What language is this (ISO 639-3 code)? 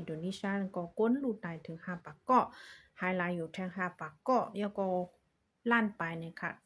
shn